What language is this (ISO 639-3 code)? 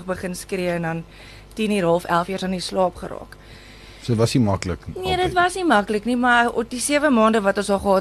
afr